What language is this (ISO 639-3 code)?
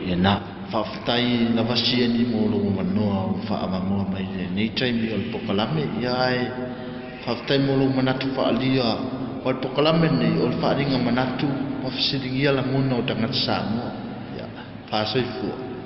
smo